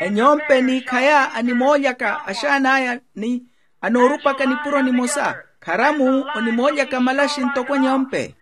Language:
Makhuwa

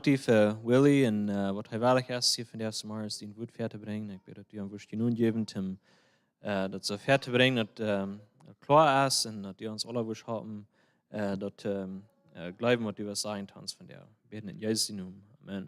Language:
Plautdietsch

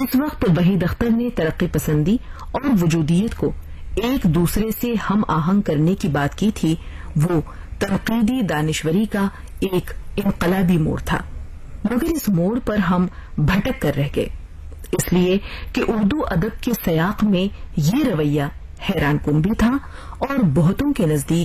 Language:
Urdu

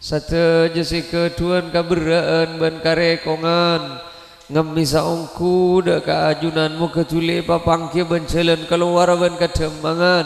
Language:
Madurese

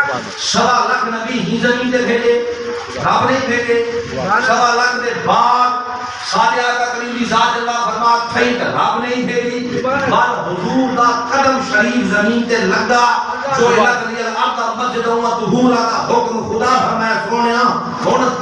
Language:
Saraiki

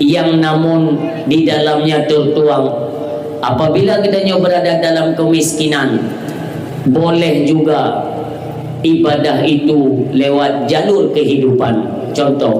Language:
Achinese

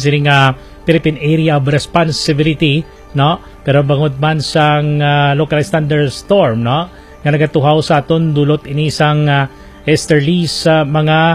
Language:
Hiligaynon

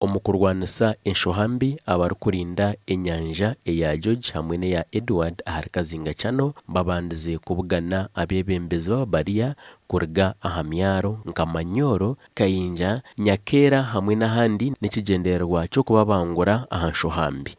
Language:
Nyankole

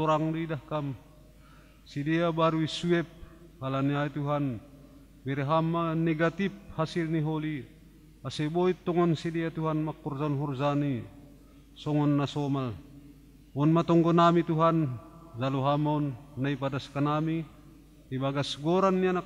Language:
Batak Simalungun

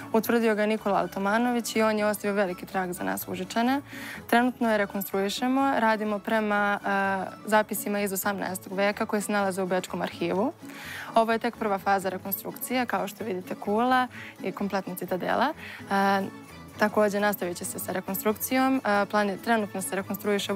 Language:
Serbian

